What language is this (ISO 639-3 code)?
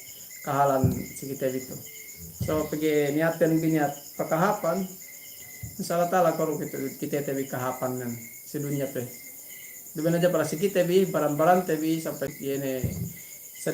yka